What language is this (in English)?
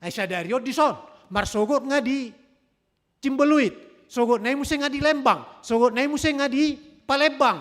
Batak Toba